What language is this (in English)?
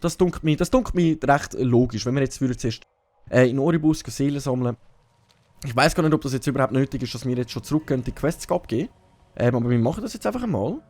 Swiss German